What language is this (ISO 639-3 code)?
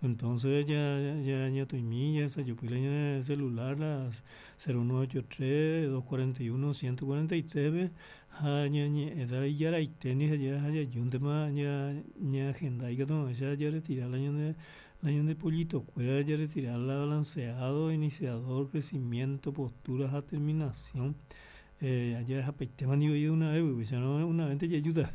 grn